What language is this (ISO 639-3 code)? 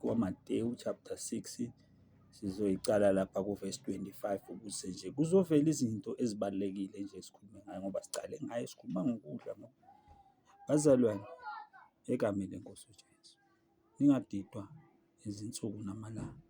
zul